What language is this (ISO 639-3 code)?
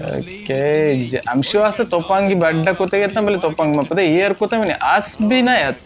bal